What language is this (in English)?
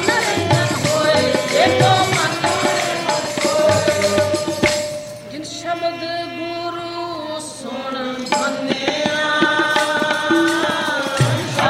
Punjabi